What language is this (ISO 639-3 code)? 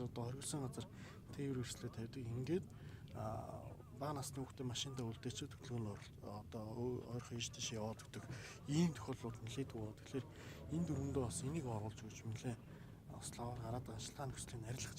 mon